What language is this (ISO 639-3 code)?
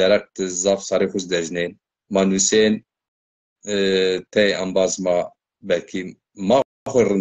zza